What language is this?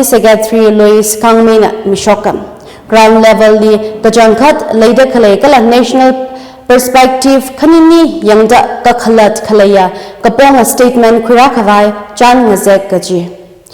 Tangkhul Naga (India)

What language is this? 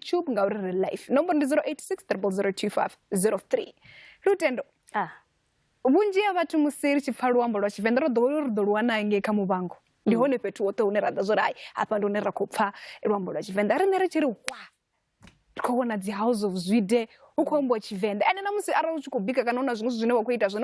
Venda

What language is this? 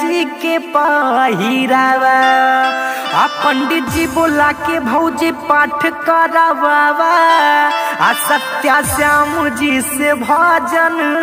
Bhojpuri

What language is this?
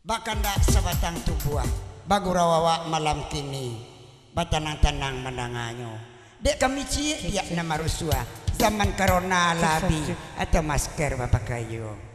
Minangkabau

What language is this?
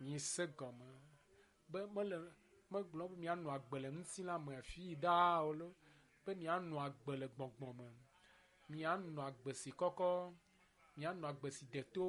Ewe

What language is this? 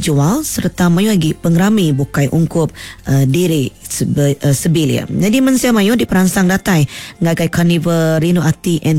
Iban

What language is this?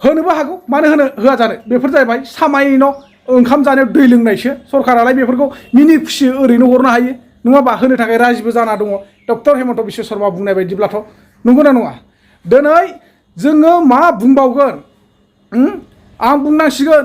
Bodo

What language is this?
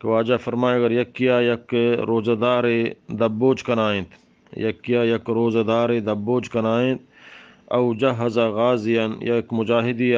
Eastern Balochi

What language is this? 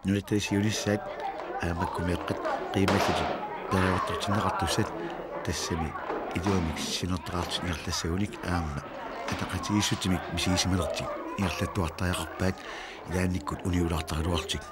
Kalaallisut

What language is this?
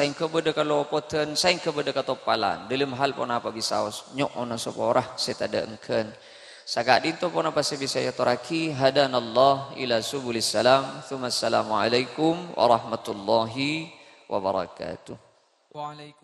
Madurese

